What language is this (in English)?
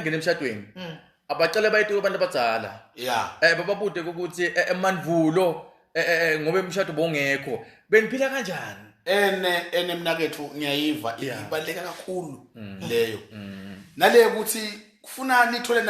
Zulu